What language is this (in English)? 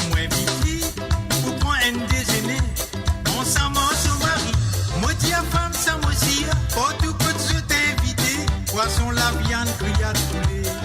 Morisyen